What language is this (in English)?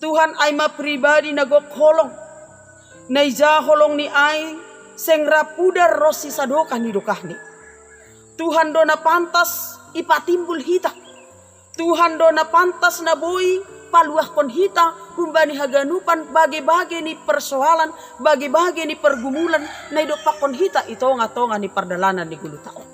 Batak Simalungun